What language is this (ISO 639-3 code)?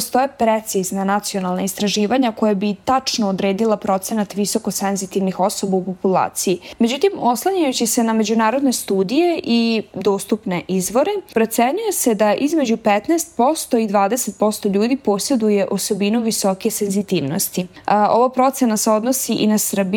srp